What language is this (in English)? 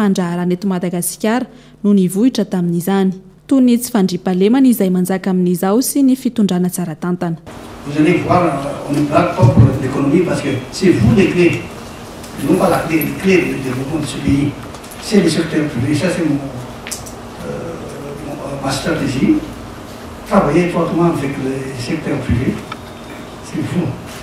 Malagasy